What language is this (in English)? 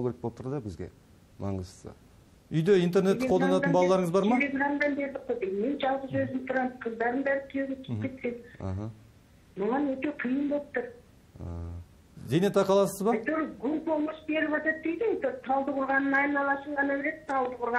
Kazakh